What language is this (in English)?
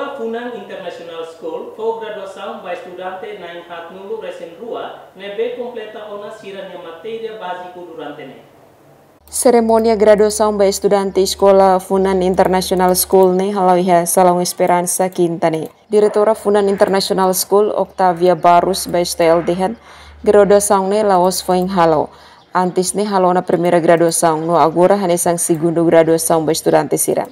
Tetum